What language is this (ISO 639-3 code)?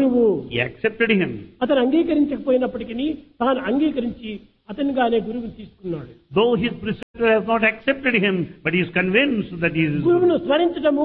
tel